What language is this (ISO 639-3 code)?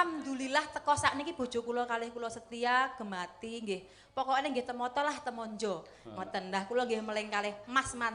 jav